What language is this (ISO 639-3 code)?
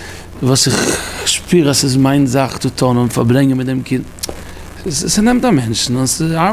yid